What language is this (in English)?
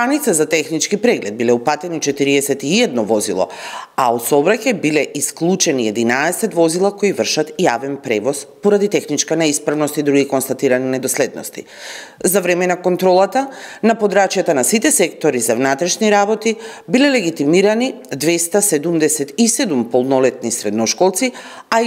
Macedonian